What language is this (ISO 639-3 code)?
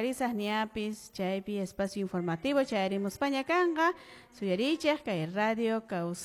que